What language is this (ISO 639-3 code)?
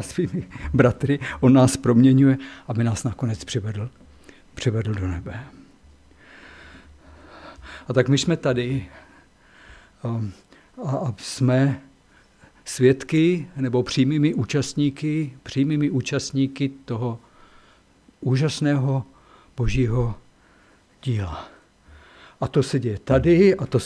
ces